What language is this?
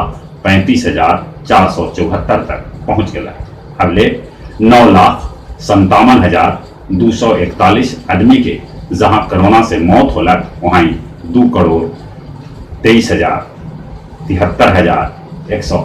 Magahi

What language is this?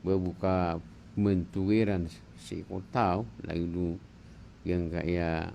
Maranao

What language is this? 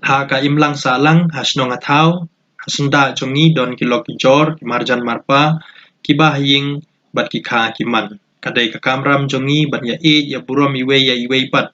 Khasi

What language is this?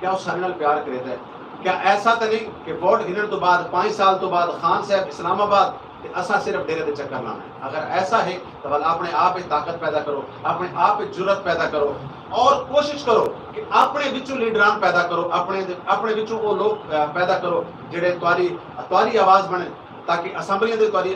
Saraiki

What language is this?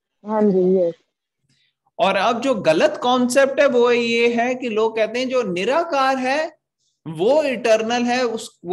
Hindi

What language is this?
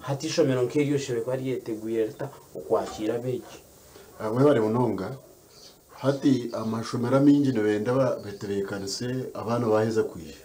Nyankole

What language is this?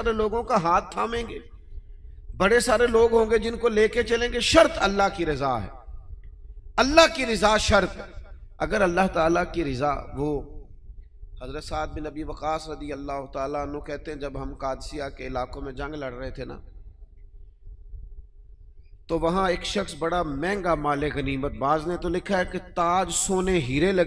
Urdu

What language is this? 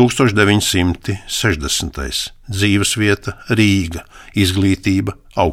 Latvian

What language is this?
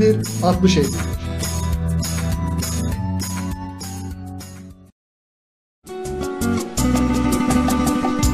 Turkish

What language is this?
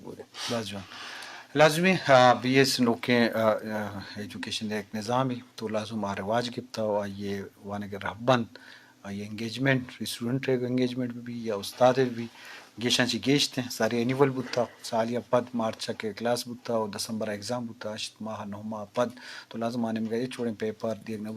Eastern Balochi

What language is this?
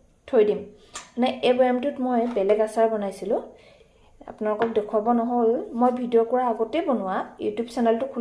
Assamese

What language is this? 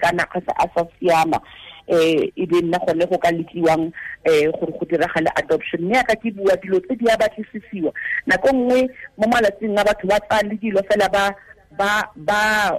Tswana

